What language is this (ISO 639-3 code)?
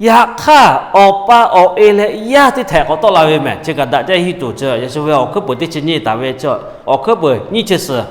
lhu